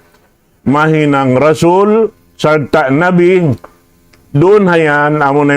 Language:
Tausug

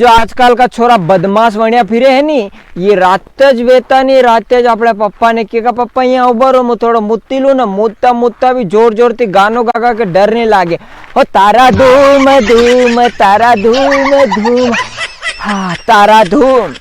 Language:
Rajasthani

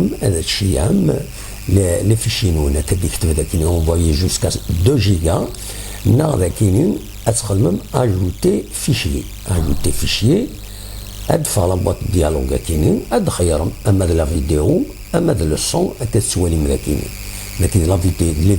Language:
Kabyle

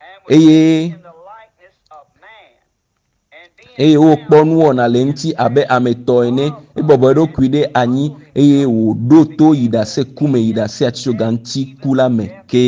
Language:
Ewe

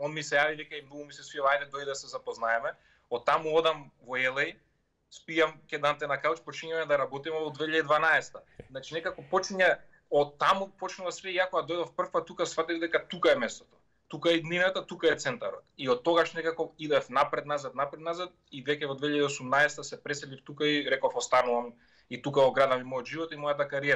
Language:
Macedonian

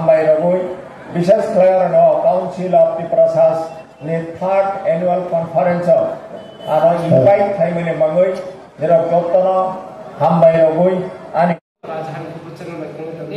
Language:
Riang (India)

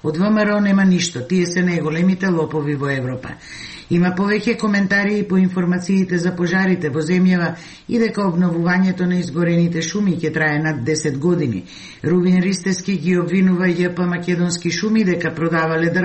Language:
Macedonian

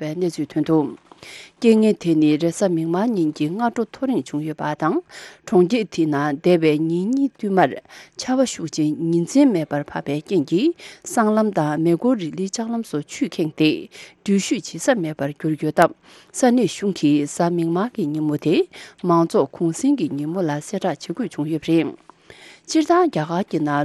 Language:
Tibetan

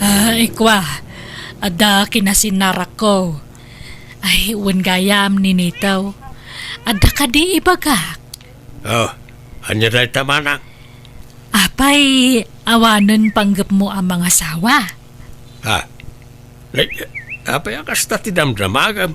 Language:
Iloko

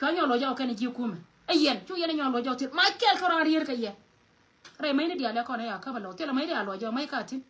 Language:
Nuer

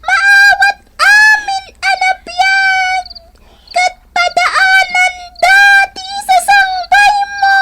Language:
Iloko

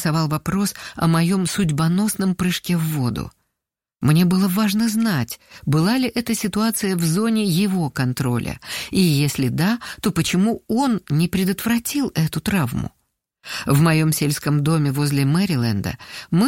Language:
Russian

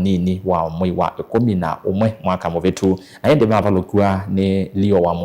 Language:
Kamba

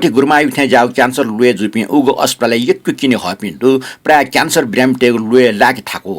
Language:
Newari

